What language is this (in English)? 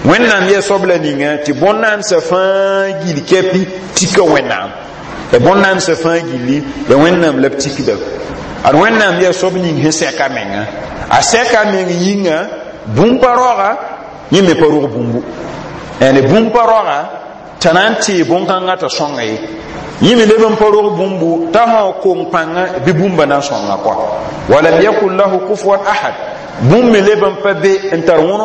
Mossi